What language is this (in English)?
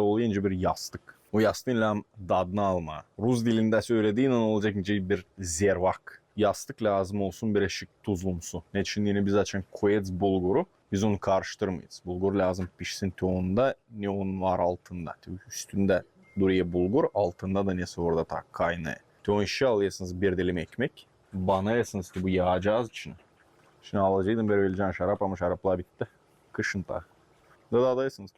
Gagauz